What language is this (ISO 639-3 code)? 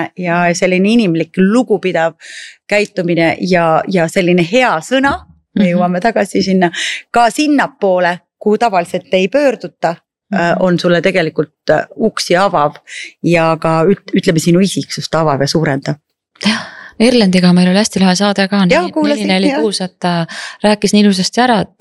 est